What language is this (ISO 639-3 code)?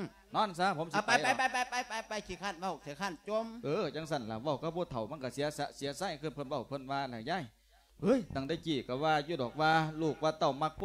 lao